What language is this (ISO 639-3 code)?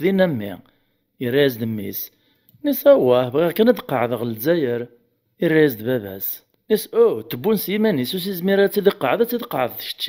kab